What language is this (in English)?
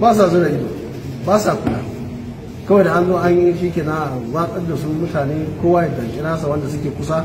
Hausa